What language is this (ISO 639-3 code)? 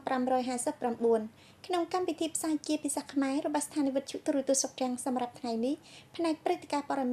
khm